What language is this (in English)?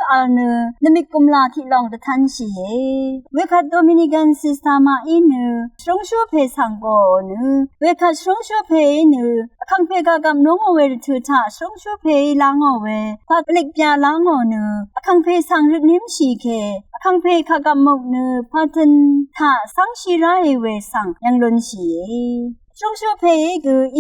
Rawang